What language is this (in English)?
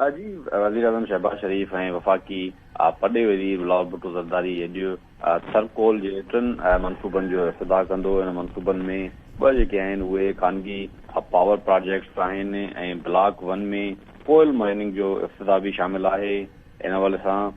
Sindhi